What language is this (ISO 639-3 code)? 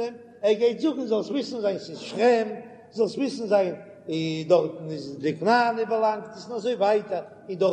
yid